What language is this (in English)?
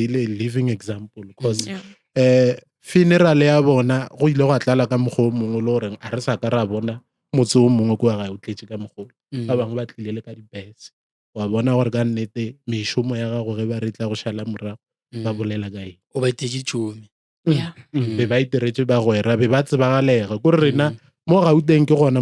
Northern Sotho